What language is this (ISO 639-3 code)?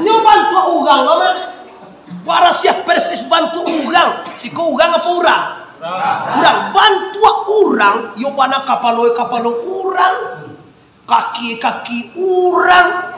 min